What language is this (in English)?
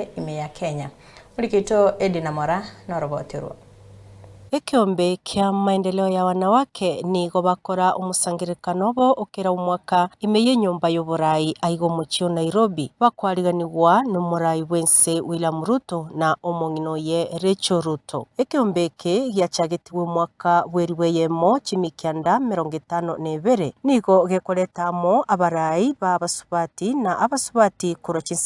Gusii